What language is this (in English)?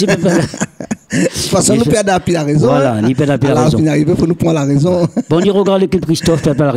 Réunion Creole French